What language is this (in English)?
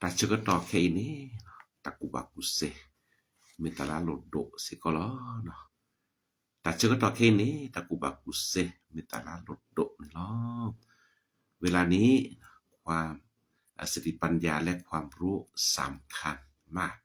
S'gaw Karen